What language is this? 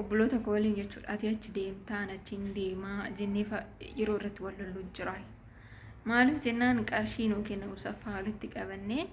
Oromo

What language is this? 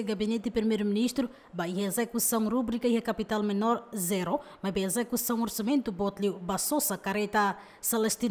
Tetum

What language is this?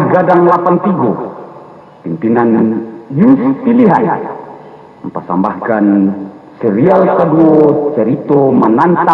Minangkabau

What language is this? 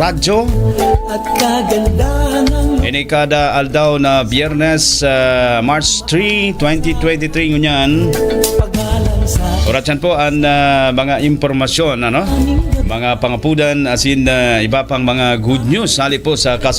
Bikol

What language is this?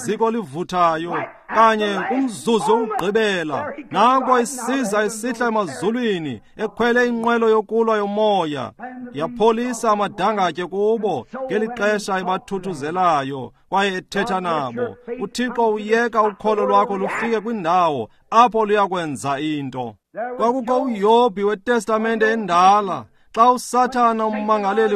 Xhosa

